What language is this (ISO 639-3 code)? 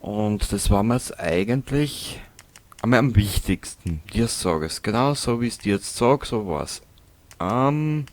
bar